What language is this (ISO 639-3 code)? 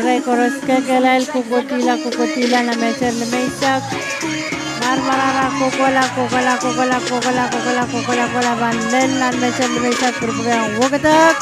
pon